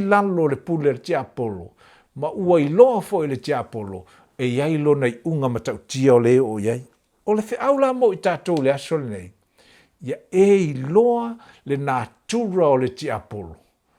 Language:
Samoan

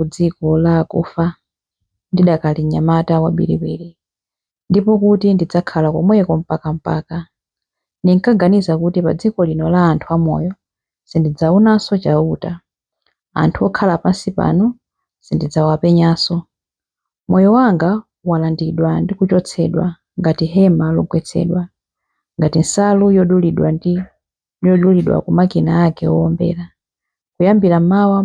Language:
Nyanja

